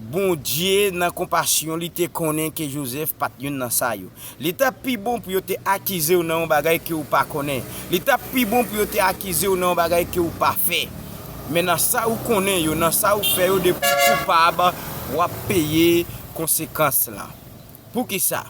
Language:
Haitian Creole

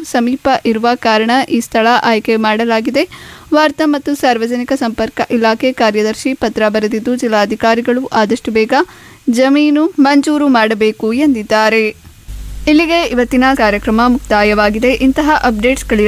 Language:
Kannada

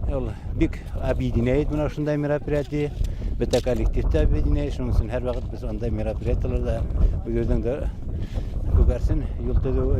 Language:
Bashkir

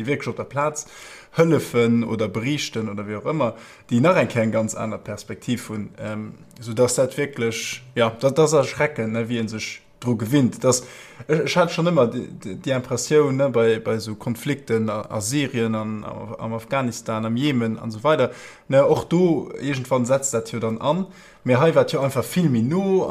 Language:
Luxembourgish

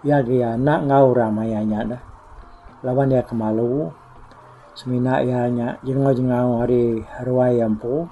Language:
Iban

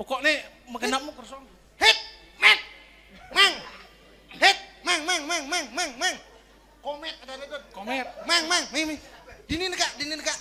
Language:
Balinese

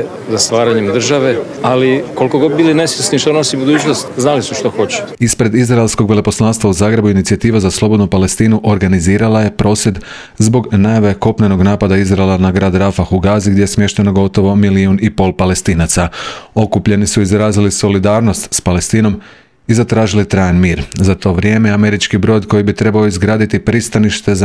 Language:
Croatian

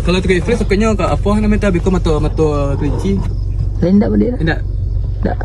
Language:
Minangkabau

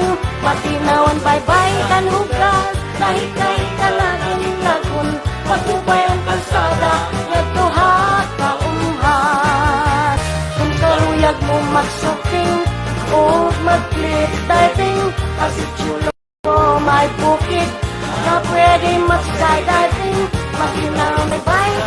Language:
Waray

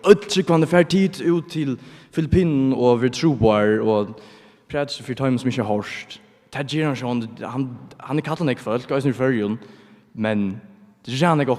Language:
Faroese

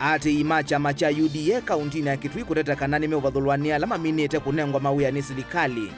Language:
Kamba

